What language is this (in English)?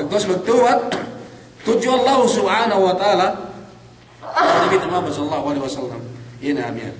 Yakan